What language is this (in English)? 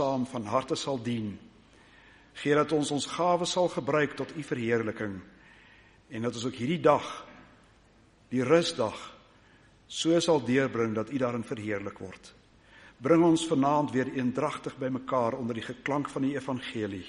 Afrikaans